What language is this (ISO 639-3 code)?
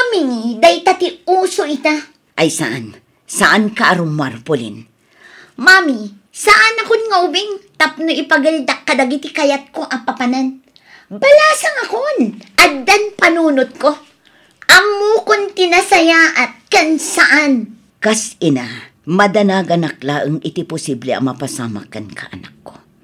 ilo